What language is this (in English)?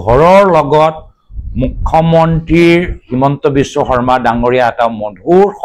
Assamese